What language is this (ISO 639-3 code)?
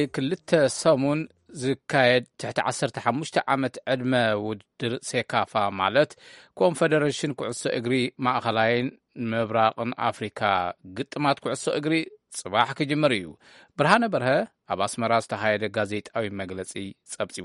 tir